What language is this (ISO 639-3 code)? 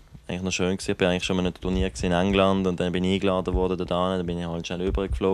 gsw